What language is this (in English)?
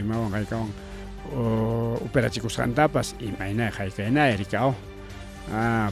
Ayacucho Quechua